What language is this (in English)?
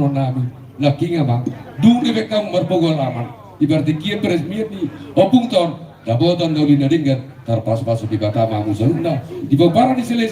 Batak Toba